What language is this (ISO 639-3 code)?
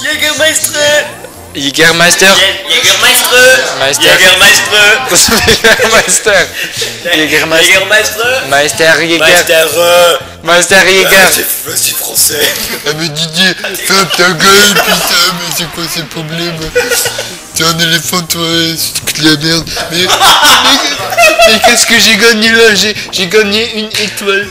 ltz